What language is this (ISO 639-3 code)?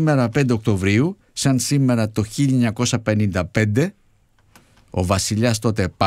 ell